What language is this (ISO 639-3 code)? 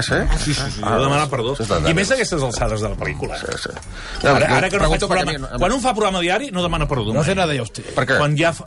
cat